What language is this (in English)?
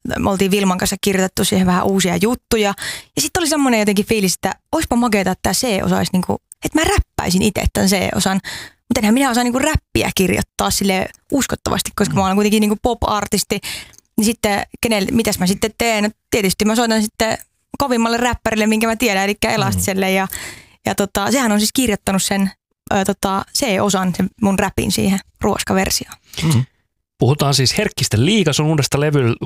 Finnish